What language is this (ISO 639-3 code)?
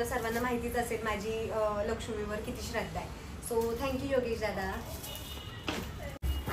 mar